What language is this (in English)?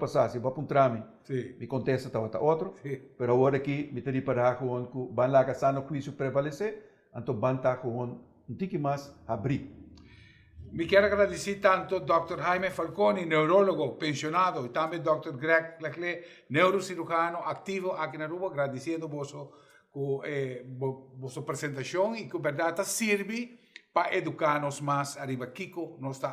Papiamento